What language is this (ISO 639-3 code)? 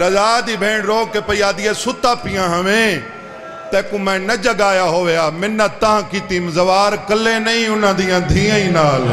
skr